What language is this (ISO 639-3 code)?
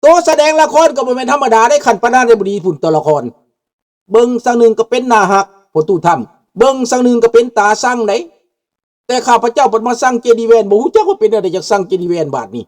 lao